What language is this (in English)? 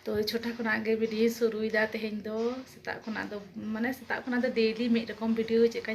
Santali